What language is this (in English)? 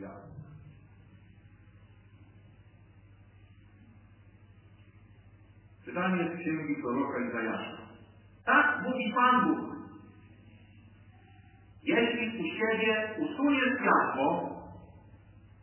Polish